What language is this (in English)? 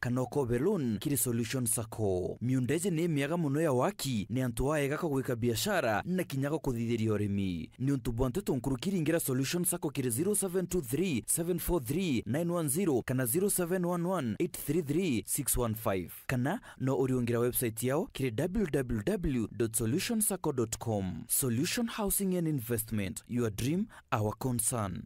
Meru